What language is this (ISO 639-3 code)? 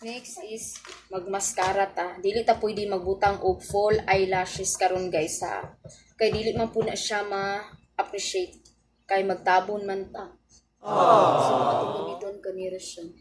ceb